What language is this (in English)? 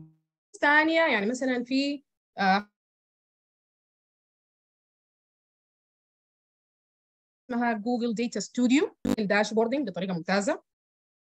Sudanese Arabic